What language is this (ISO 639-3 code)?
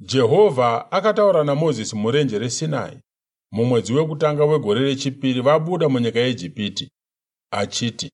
sna